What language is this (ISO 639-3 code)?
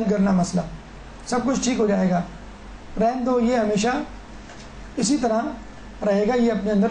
urd